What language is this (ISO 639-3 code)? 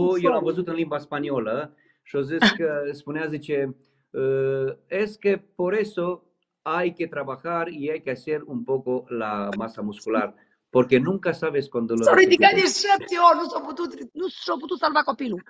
ron